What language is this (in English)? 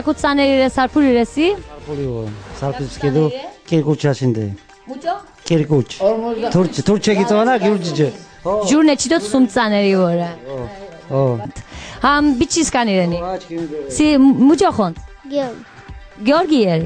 Laz